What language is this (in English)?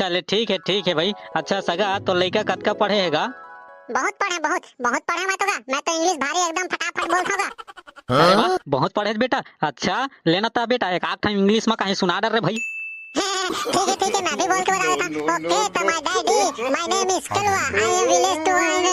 Chhattisgarhi